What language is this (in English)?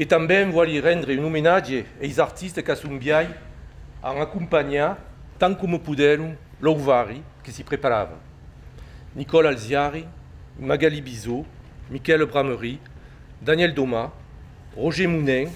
Occitan